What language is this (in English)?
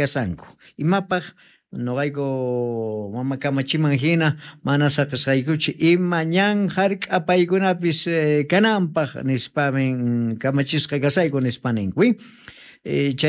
South Bolivian Quechua